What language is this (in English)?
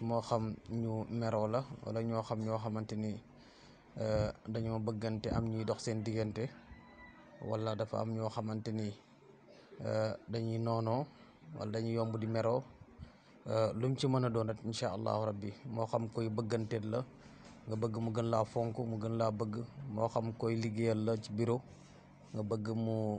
Wolof